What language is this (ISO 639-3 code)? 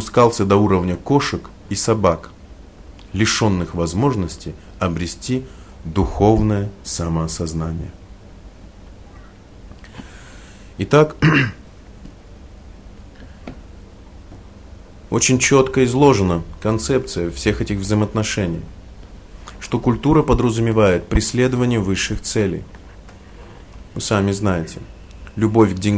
rus